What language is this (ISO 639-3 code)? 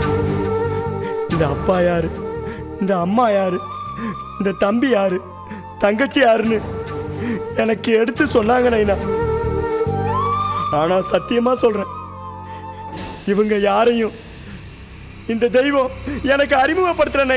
tam